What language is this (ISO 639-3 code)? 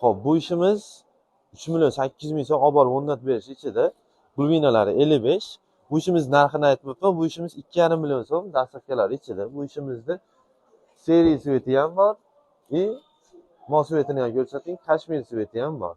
uzb